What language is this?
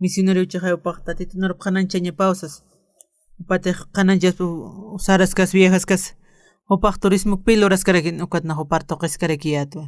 Aymara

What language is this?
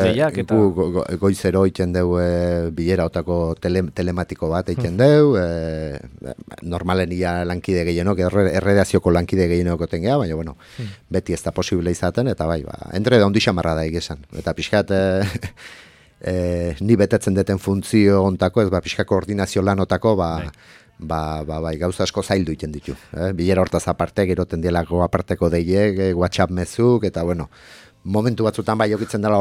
Basque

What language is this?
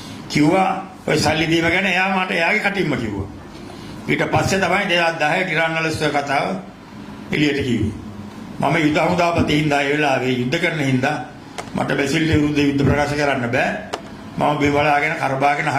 Sinhala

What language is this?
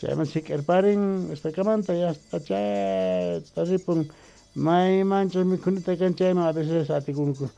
South Bolivian Quechua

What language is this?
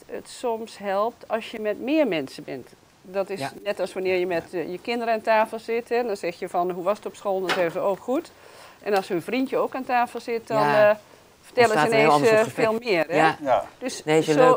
Dutch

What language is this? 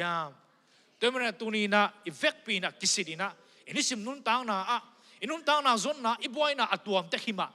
Tedim Chin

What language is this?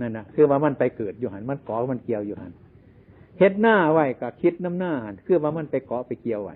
Lao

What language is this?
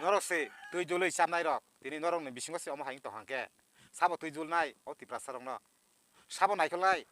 Kok Borok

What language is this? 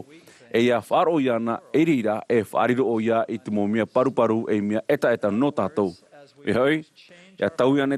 Tahitian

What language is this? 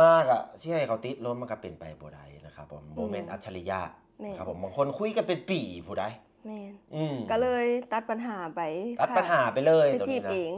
Lao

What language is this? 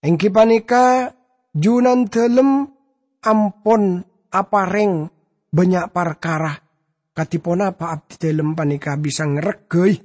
Madurese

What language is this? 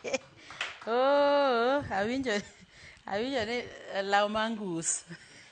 Luo (Kenya and Tanzania)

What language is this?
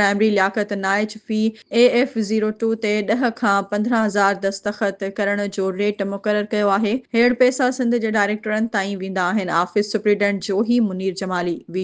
Sindhi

